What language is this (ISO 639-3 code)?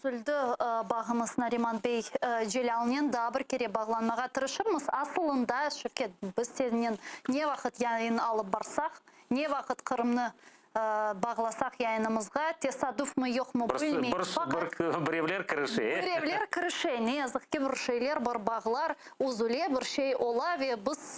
crh